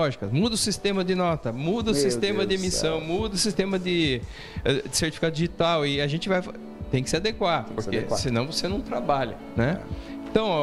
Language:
Portuguese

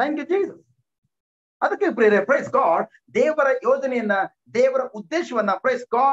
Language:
Kannada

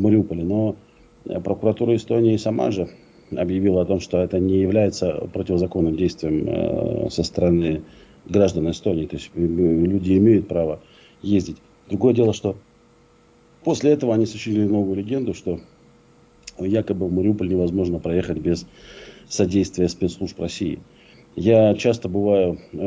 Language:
Russian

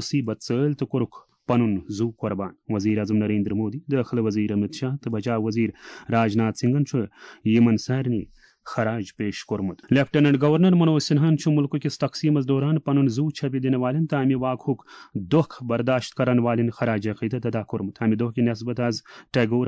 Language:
Kashmiri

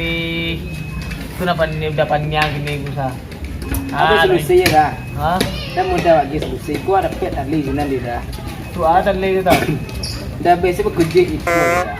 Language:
Minangkabau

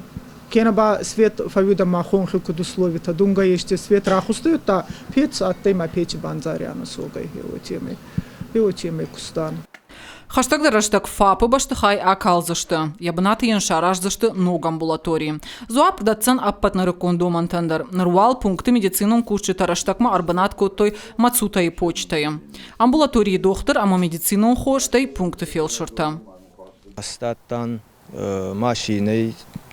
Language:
Ossetic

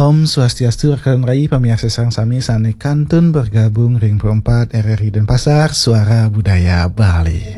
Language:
Balinese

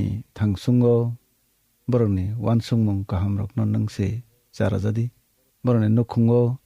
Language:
Kok Borok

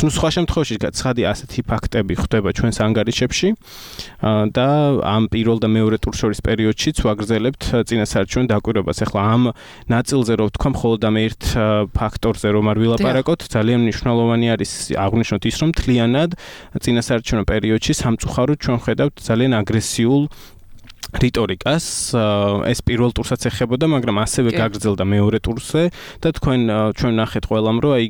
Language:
Georgian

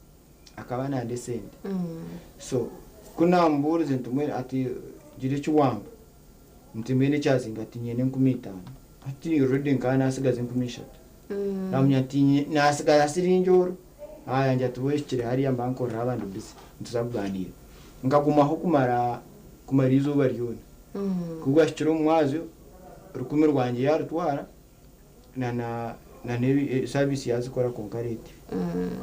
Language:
Nyankole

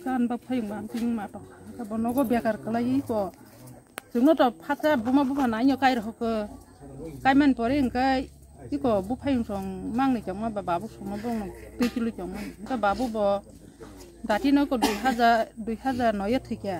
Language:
Kok Borok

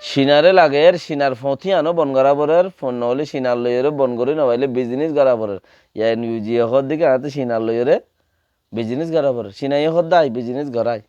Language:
Rohingya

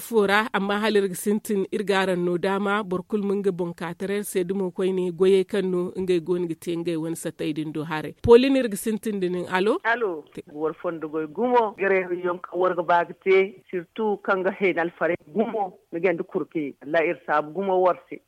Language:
Zarma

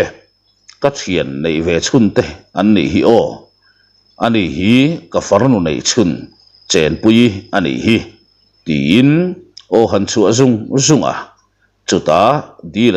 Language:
Mizo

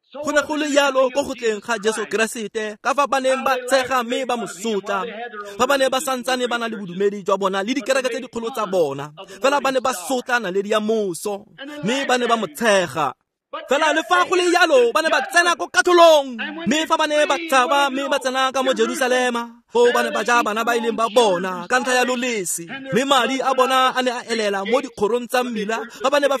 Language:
Tswana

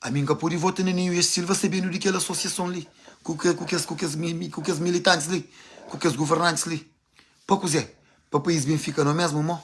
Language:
Kabuverdianu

